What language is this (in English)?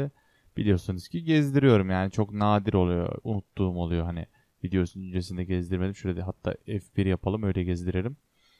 Turkish